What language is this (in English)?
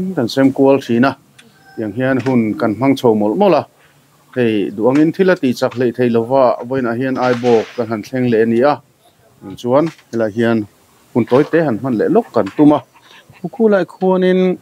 Mizo